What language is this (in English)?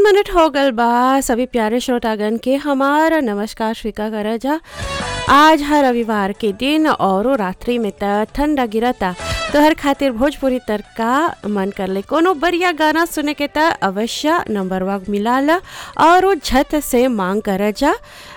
Bhojpuri